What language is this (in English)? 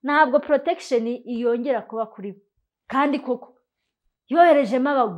Kinyarwanda